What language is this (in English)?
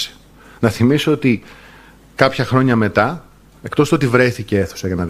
Greek